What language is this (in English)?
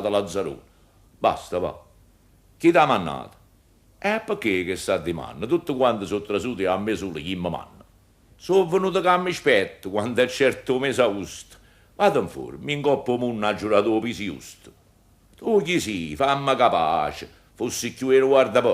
Neapolitan